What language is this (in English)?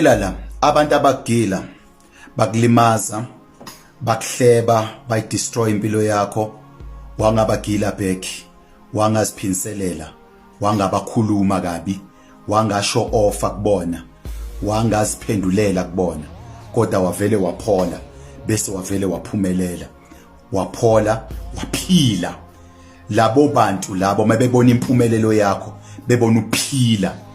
Zulu